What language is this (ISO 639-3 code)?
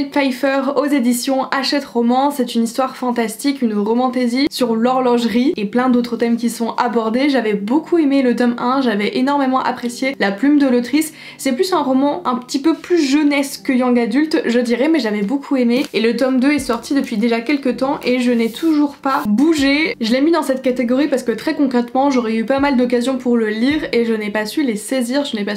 fra